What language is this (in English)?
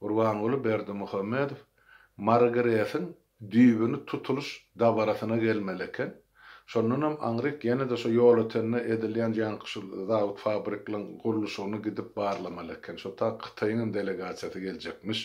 Turkmen